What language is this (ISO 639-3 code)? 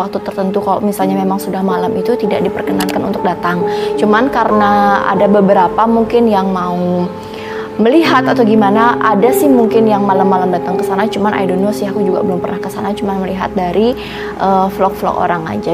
ind